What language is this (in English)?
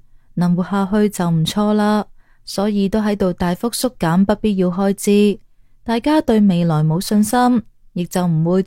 Cantonese